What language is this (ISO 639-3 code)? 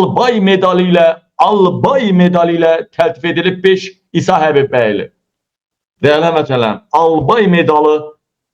aze